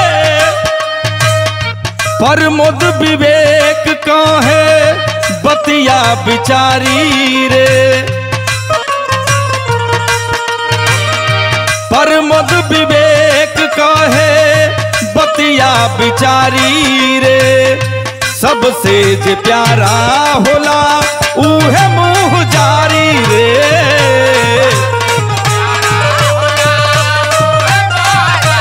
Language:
Bhojpuri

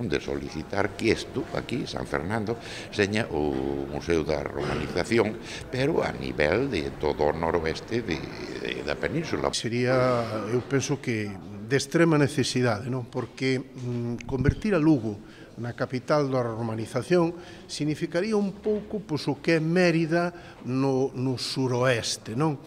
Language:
Galician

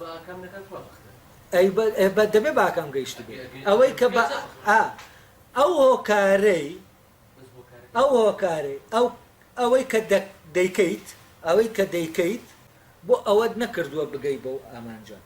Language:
Central Kurdish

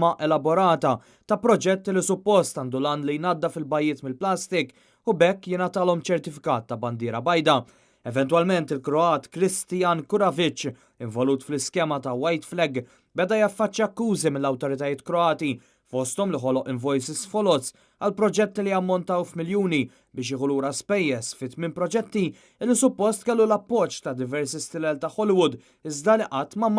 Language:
Maltese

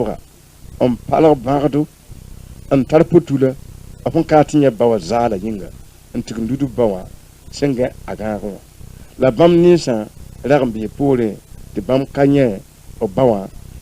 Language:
Mossi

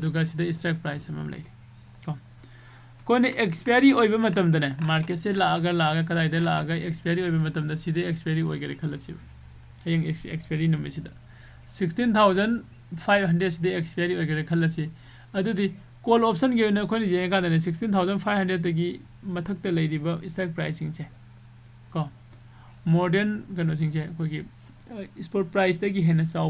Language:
Manipuri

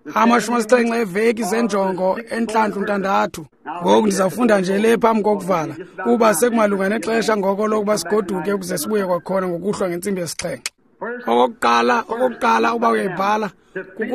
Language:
Xhosa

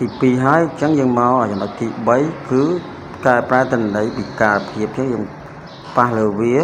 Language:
Khmer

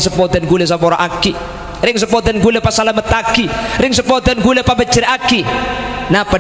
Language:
Madurese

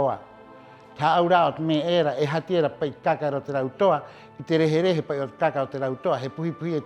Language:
Rapanui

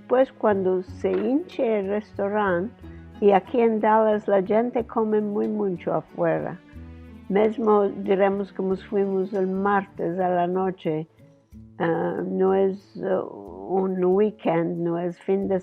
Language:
Ladino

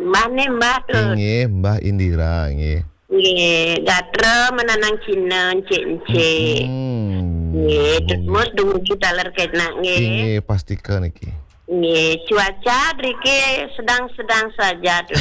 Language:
Balinese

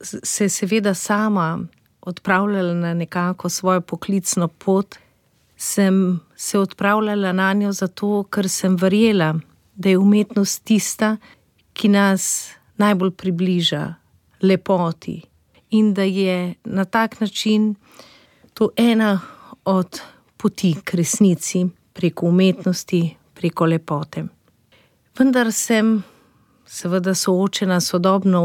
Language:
Slovenian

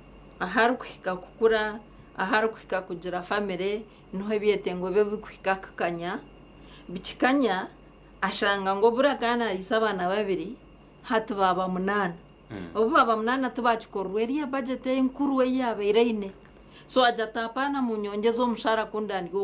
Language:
Nyankole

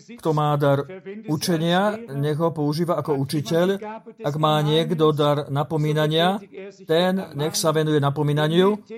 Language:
Slovak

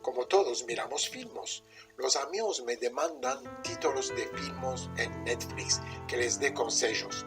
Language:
Ladino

